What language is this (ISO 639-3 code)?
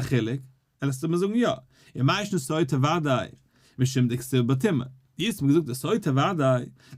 yid